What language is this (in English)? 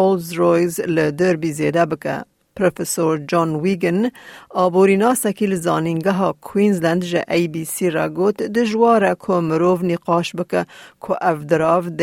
Kurdish